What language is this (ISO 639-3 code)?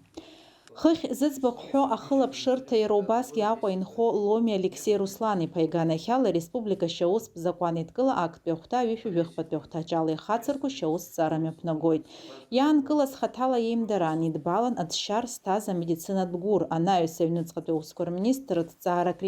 abk